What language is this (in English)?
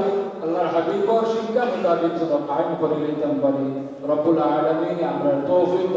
Sylheti